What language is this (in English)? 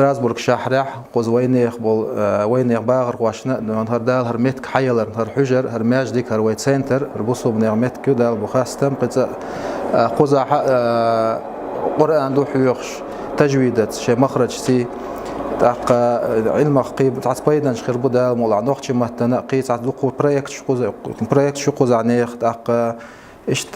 Chechen